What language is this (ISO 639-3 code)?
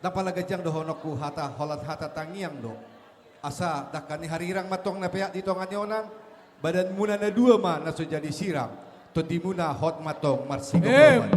bbc